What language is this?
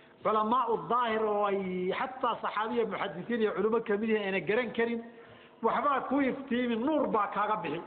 Somali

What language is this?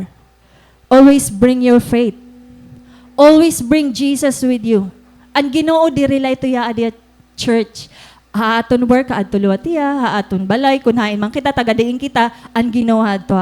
Waray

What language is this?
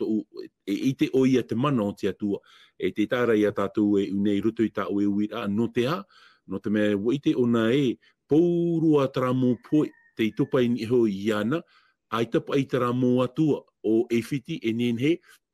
Tahitian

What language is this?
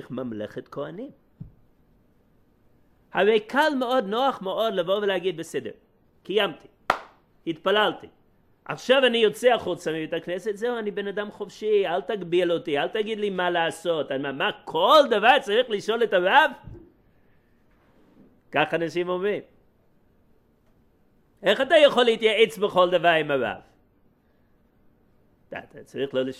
Hebrew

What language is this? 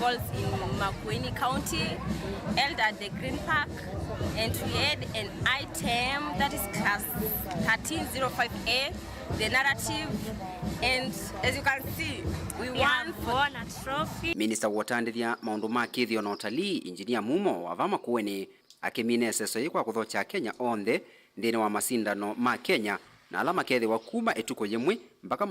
Kamba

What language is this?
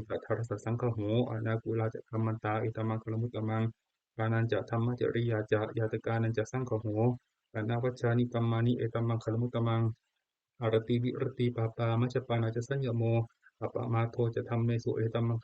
Pali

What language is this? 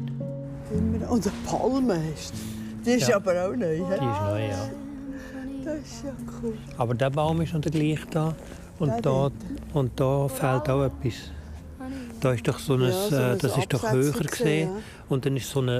Swiss German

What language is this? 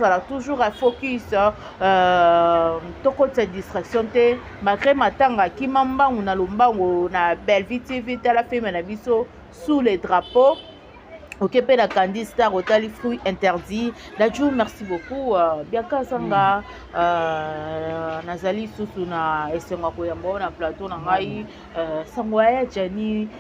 Lingala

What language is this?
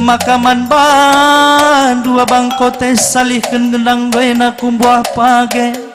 Batak Karo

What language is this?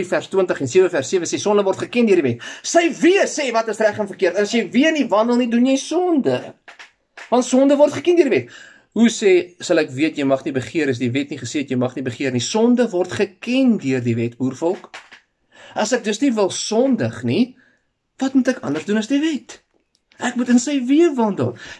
Afrikaans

